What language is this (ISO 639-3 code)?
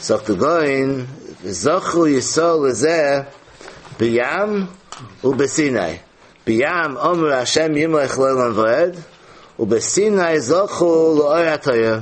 yid